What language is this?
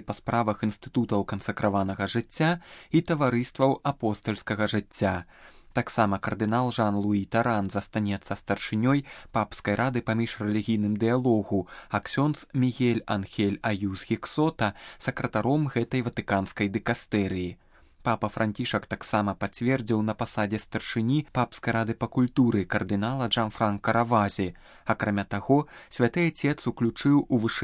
Belarusian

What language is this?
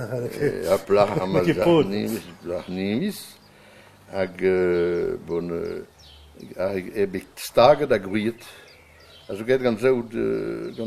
Breton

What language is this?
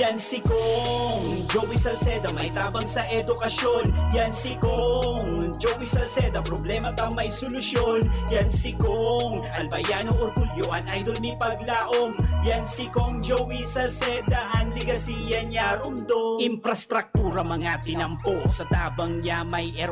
Bikol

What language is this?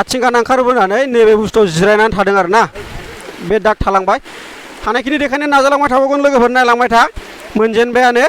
Bodo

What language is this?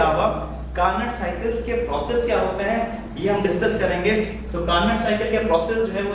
Hindi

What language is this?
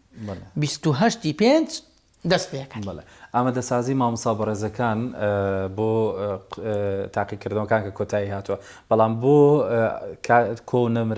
Central Kurdish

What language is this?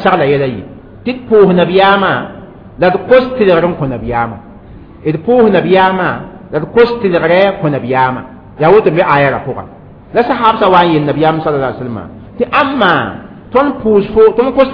Mossi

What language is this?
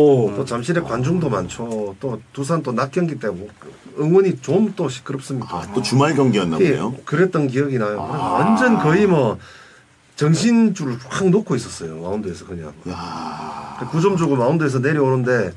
Korean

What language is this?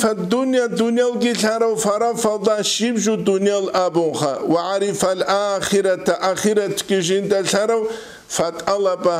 Avaric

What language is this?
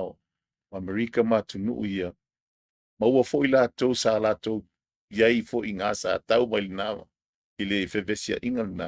Samoan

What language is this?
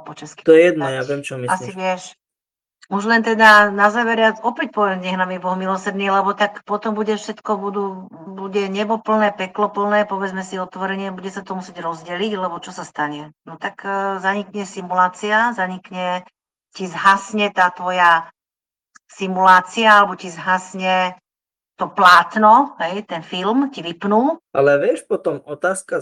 Slovak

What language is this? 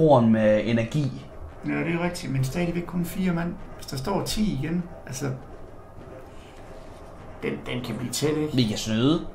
Danish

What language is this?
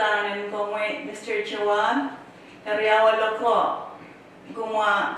Pohnpeian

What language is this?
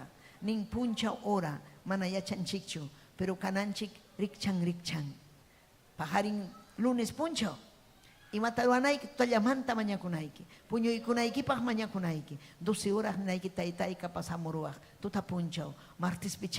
Ayacucho Quechua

